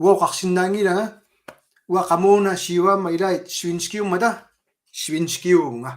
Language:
Kalaallisut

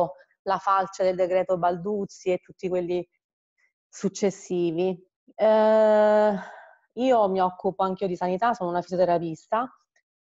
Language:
Italian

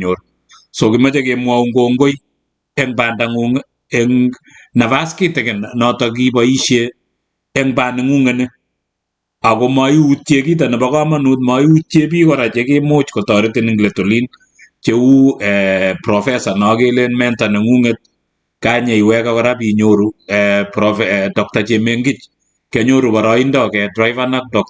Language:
Kalenjin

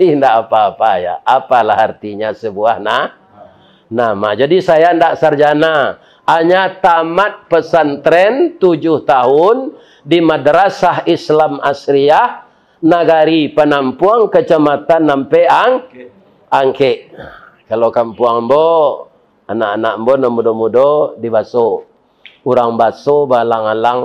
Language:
Minangkabau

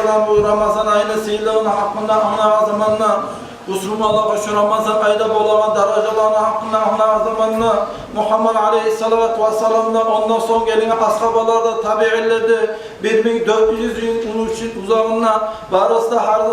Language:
Kumyk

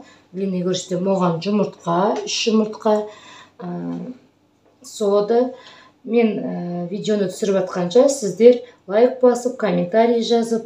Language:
Kazakh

